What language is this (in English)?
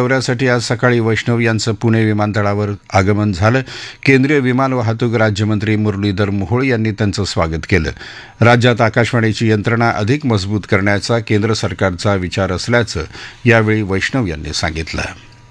Marathi